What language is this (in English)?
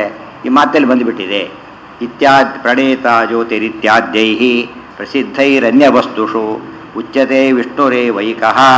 Kannada